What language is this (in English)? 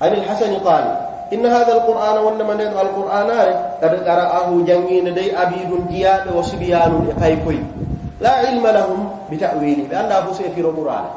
Fula